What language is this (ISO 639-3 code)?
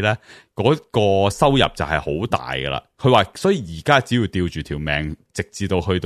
yue